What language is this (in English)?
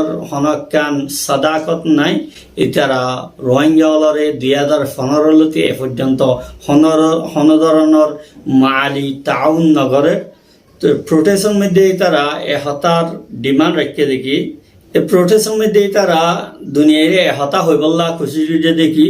Rohingya